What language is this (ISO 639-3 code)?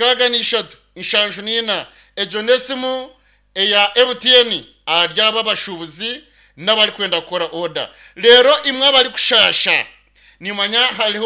nyn